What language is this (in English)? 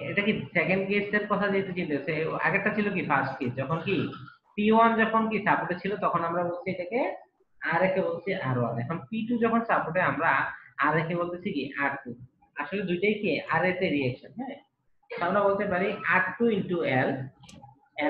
Bangla